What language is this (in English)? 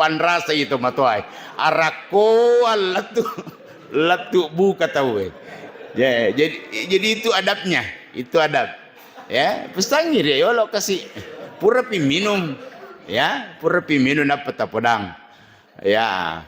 Buginese